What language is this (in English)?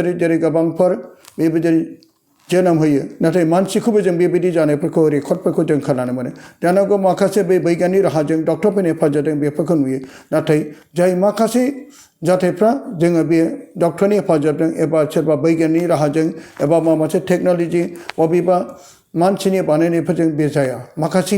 Bodo